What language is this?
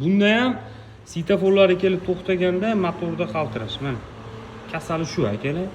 Uzbek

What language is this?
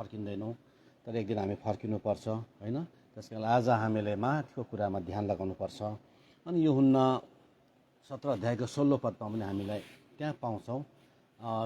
Nepali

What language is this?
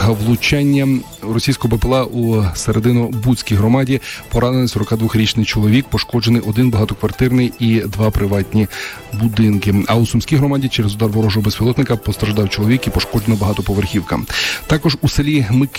Ukrainian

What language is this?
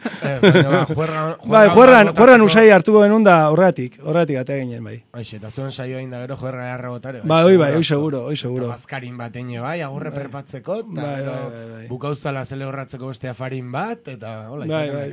Basque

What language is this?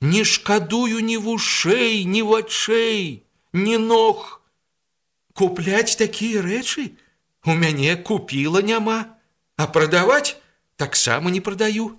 Belarusian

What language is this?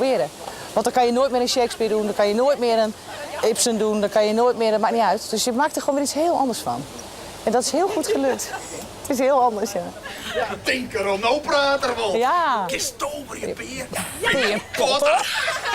Western Frisian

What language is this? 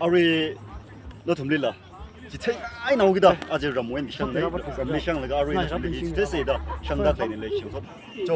Tangkhul Naga (India)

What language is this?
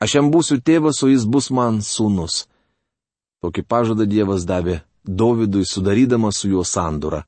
Lithuanian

